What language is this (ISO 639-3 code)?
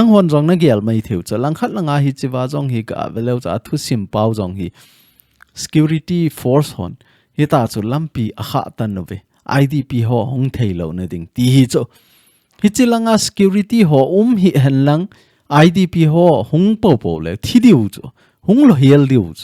tcz